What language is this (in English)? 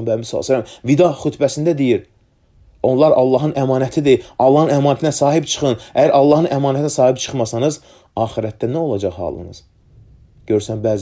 Azerbaijani